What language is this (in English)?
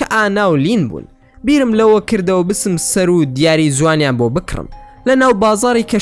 Central Kurdish